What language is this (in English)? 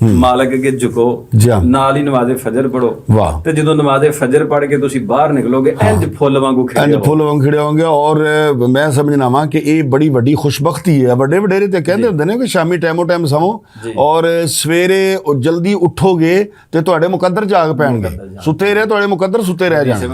Western Panjabi